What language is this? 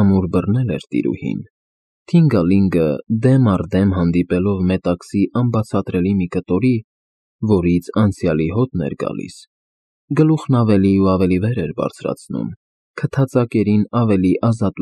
Armenian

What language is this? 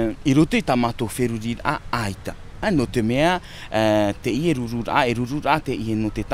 Tahitian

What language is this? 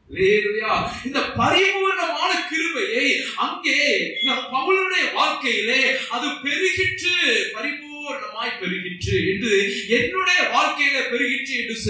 Tamil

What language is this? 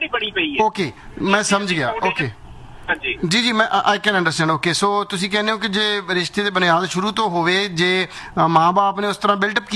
Punjabi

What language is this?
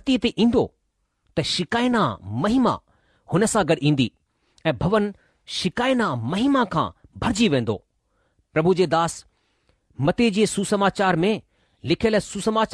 Sindhi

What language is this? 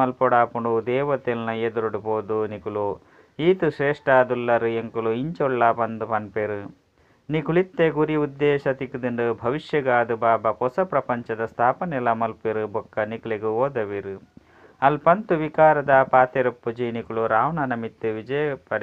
Tulu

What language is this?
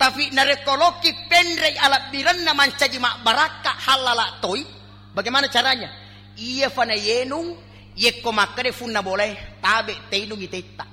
Buginese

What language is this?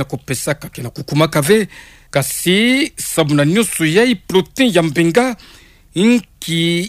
Kituba (Democratic Republic of Congo)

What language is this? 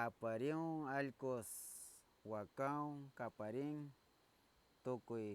Northern Pastaza Quichua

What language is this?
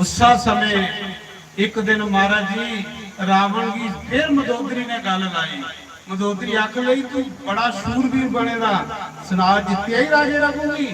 Dogri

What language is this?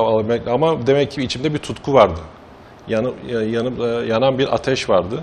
Turkish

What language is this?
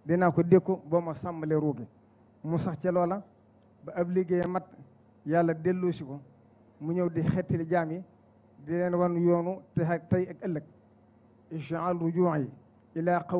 Wolof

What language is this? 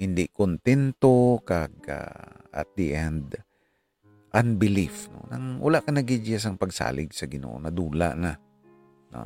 Hiligaynon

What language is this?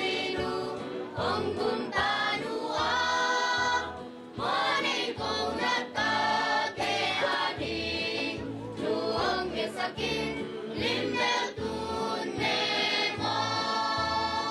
Tedim Chin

